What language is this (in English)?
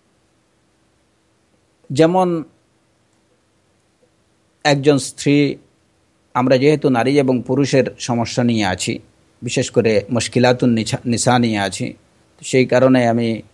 Bangla